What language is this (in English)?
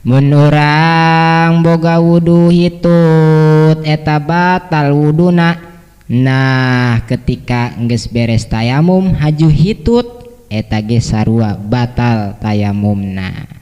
Sundanese